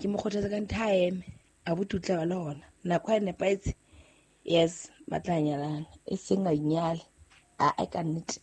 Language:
Southern Sotho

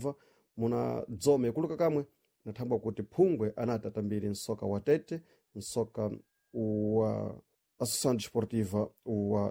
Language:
Sena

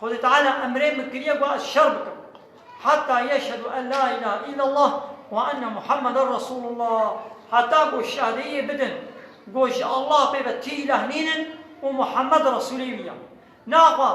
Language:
Kurdish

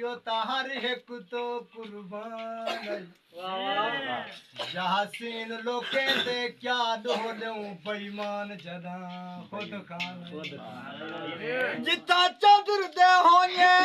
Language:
Saraiki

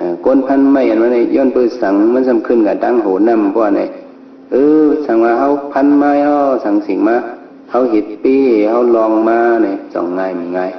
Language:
Shan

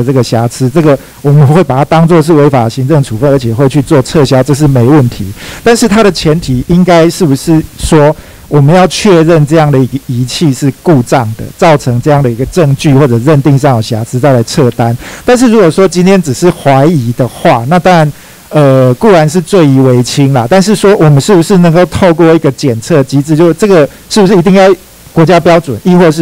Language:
Chinese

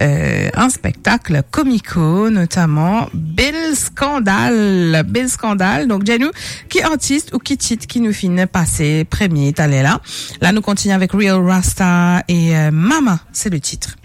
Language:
Morisyen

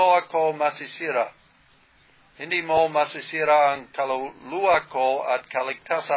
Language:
Filipino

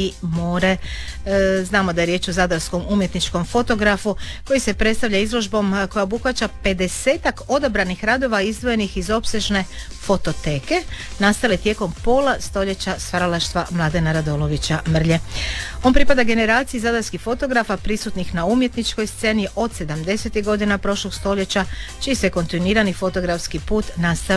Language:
Croatian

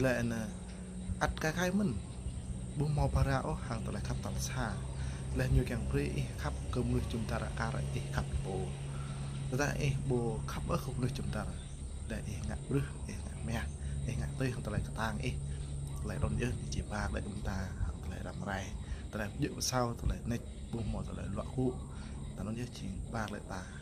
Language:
Jarai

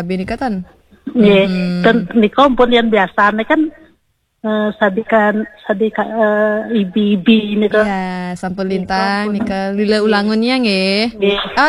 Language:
Balinese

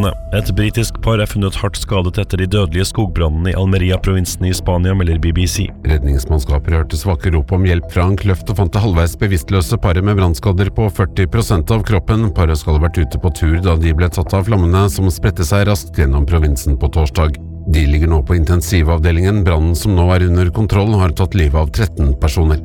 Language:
Norwegian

